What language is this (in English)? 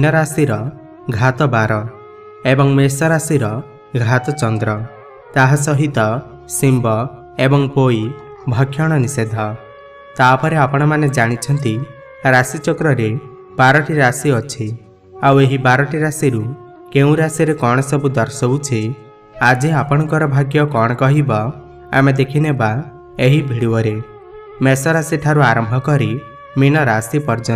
Odia